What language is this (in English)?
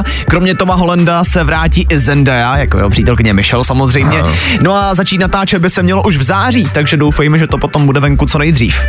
Czech